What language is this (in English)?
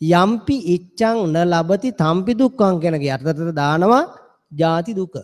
Sinhala